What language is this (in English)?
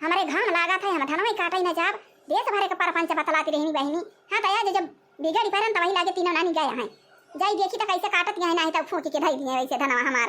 Awadhi